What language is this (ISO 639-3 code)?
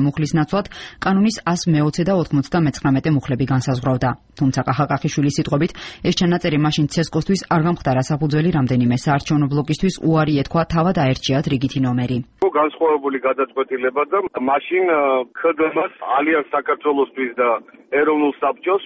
kat